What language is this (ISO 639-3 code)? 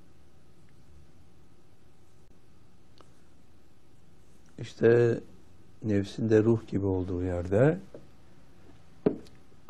tur